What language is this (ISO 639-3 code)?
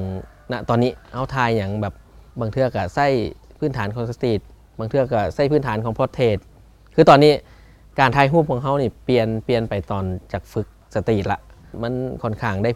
lao